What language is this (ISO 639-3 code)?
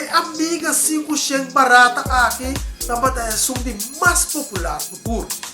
pap